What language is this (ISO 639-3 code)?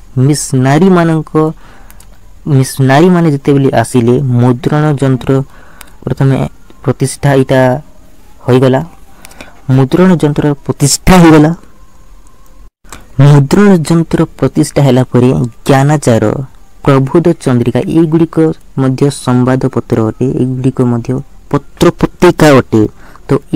ori